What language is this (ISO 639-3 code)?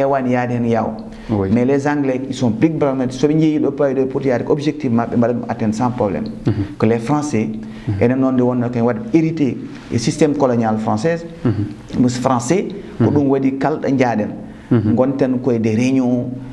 ful